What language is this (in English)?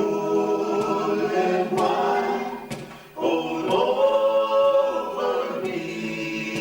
Samoan